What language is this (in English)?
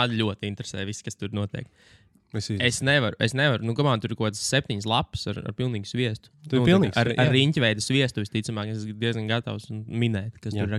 Latvian